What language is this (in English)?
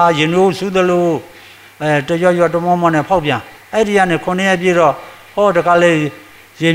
Burmese